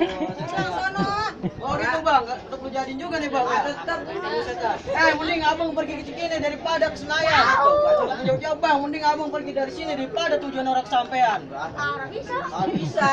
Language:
Betawi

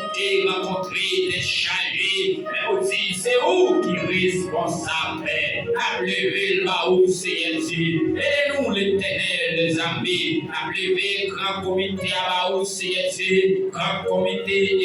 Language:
Haitian Creole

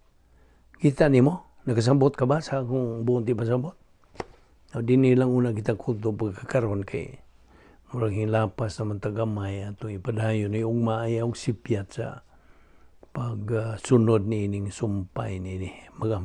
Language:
Cebuano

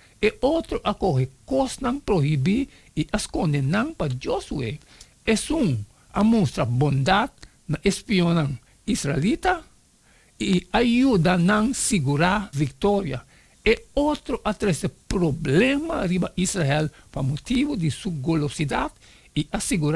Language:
Papiamento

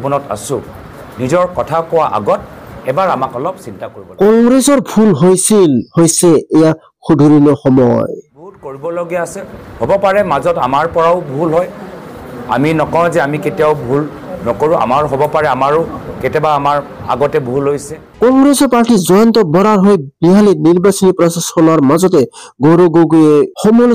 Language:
Assamese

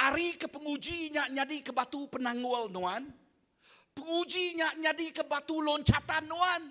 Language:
Iban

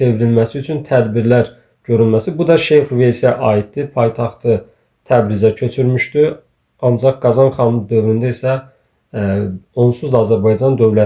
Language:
Azerbaijani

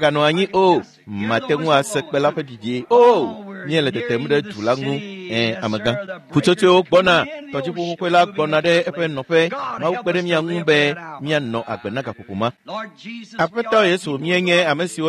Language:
Ewe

